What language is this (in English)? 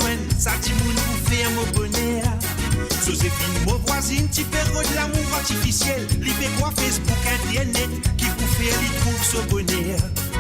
Morisyen